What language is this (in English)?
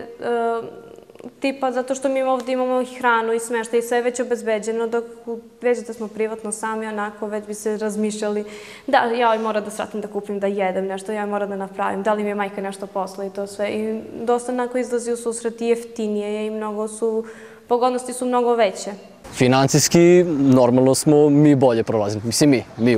Serbian